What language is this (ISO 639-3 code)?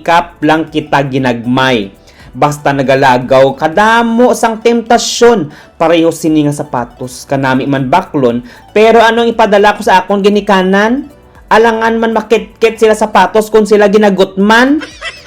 hil